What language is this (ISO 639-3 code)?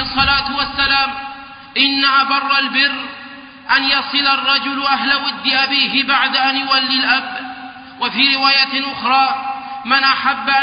ara